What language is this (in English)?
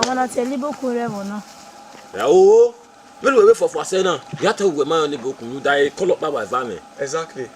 Bini